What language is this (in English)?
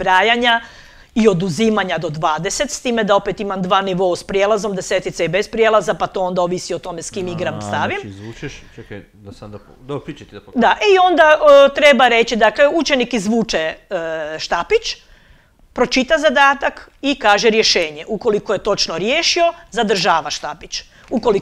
Croatian